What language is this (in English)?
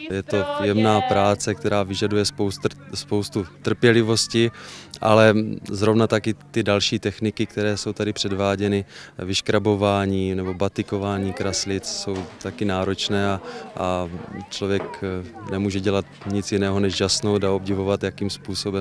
Czech